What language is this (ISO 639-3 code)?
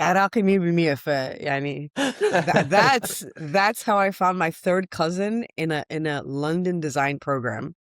acm